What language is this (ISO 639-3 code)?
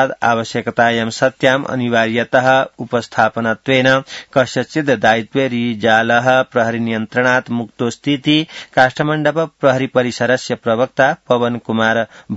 san